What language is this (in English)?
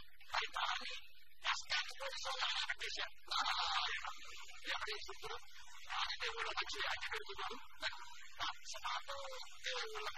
Telugu